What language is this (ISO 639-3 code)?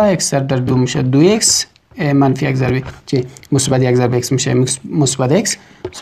fas